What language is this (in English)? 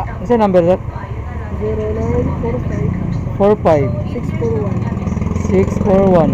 Cebuano